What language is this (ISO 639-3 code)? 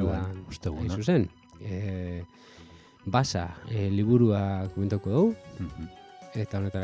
eus